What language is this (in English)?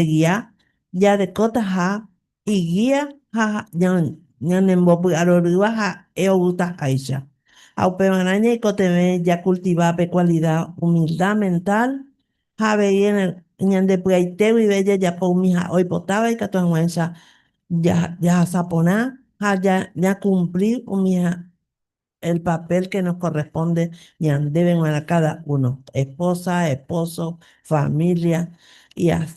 Guarani